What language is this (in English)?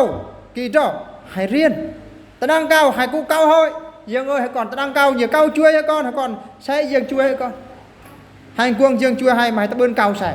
Eastern Bru